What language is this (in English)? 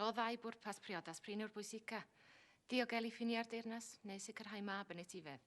Welsh